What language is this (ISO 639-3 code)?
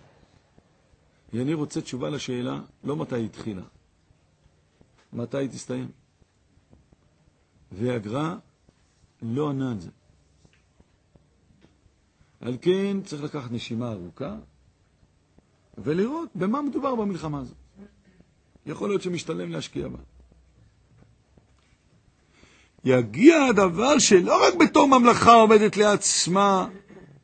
heb